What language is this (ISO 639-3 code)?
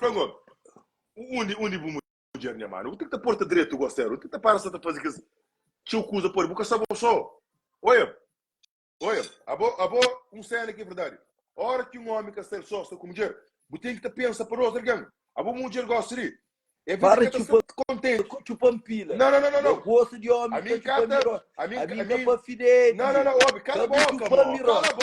kea